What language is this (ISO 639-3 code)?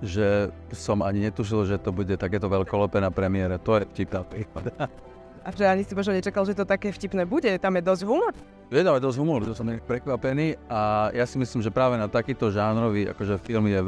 slk